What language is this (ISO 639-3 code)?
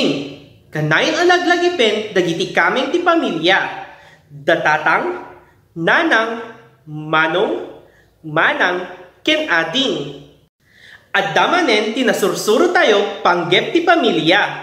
ilo